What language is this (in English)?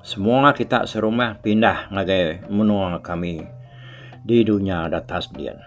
Iban